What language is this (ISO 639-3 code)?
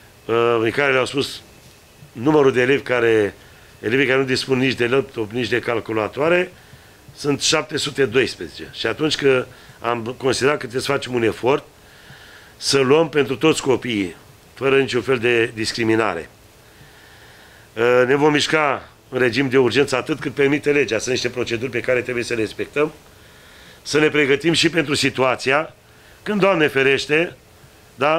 ron